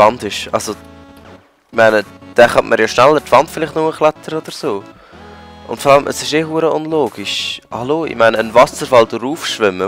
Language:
Swiss German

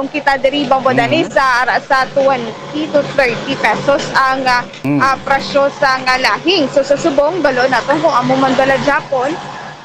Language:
Hiligaynon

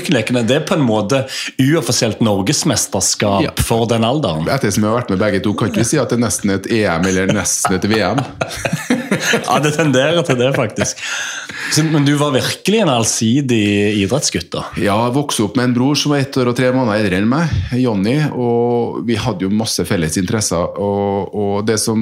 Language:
Norwegian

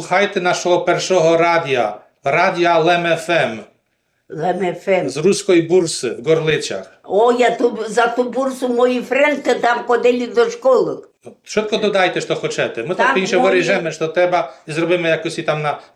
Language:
Rusyn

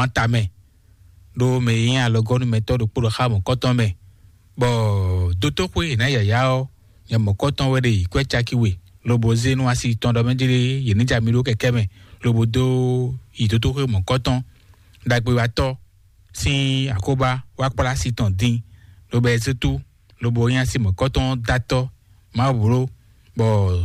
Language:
Fon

